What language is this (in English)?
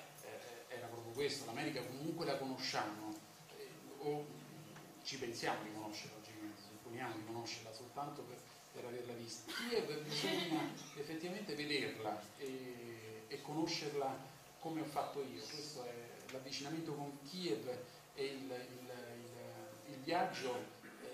Italian